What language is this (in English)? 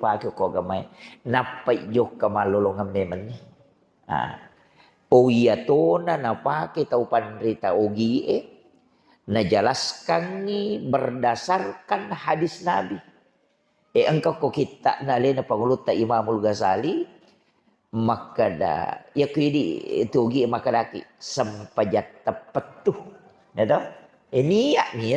Buginese